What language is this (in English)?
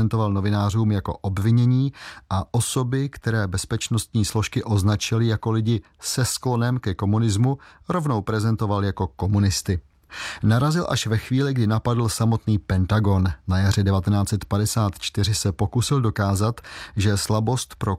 Czech